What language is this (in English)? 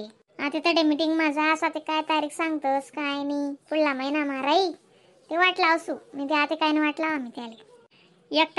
Khandesi